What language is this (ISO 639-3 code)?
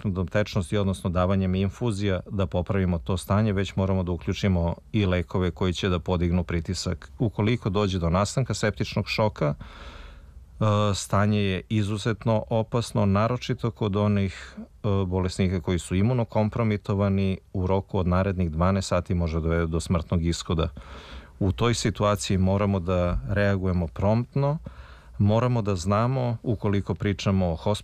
srp